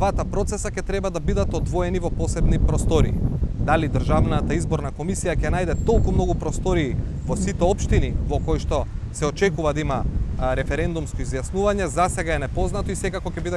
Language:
Macedonian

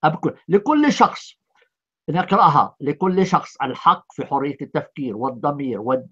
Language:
Arabic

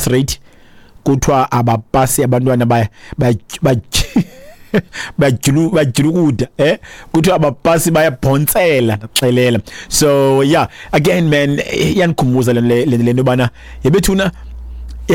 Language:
Xhosa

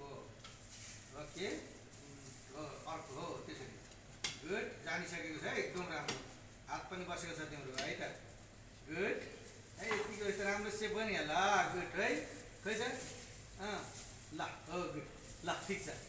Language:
Nepali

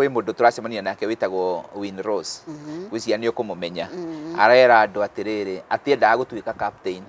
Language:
Kikuyu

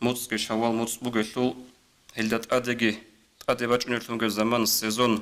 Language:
Avaric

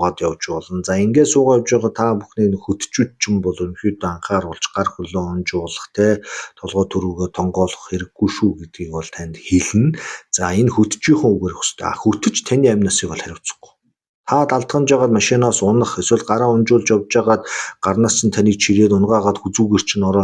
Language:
Mongolian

